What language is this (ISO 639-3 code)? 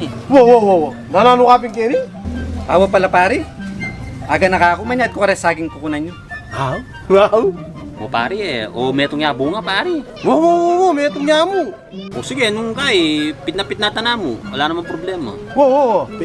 pam